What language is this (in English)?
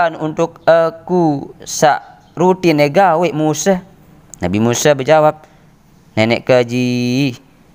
Sasak